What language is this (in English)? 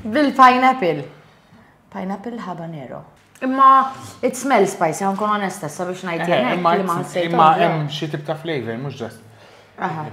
Maltese